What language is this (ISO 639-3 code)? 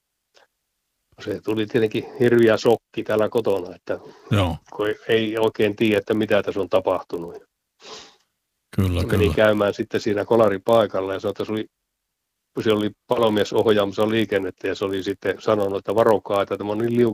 fin